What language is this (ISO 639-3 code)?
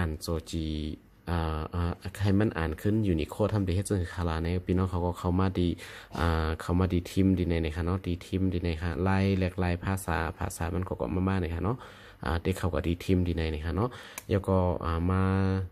shn